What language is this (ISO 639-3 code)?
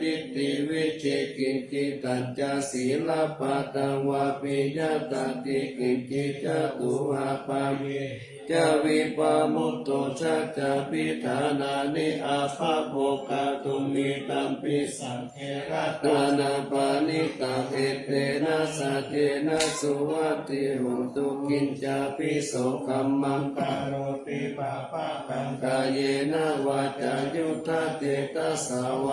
pli